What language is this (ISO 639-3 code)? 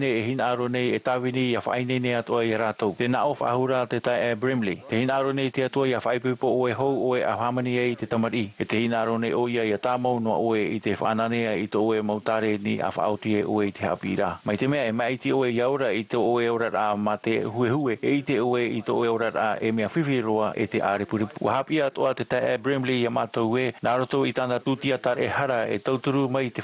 tah